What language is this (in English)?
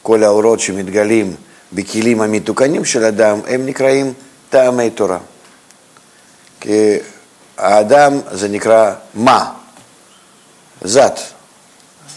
Hebrew